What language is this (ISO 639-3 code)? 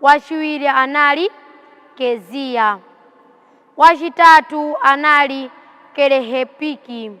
nya